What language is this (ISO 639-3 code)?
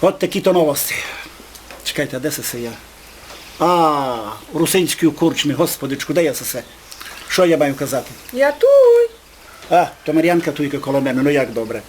rue